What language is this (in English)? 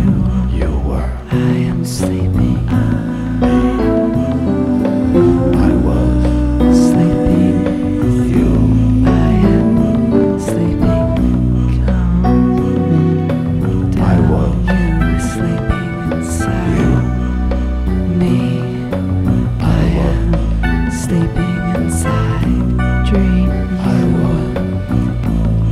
English